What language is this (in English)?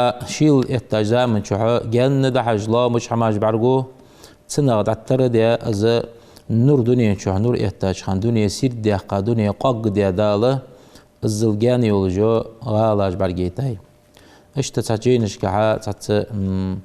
Ingush